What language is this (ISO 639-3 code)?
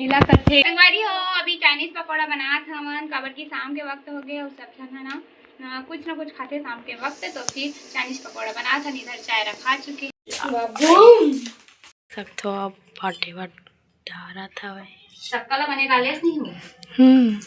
hne